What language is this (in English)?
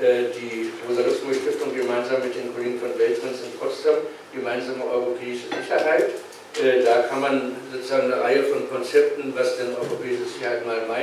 German